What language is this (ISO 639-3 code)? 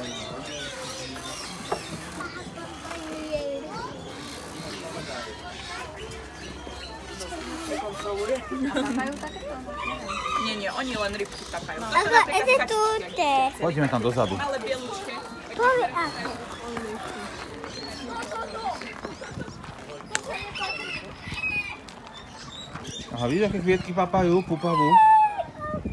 slk